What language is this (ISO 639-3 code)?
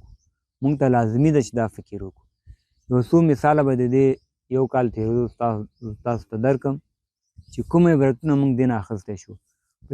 pus